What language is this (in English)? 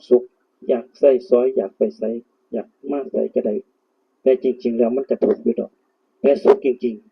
Northeastern Thai